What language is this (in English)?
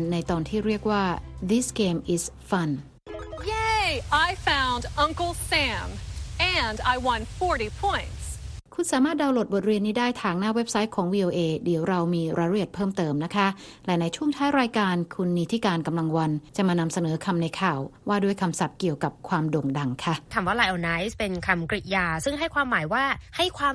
Thai